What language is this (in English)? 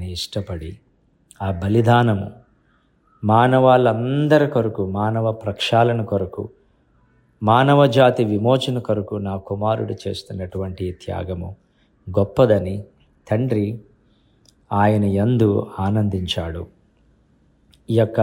Telugu